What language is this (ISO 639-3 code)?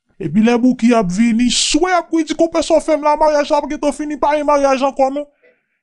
hat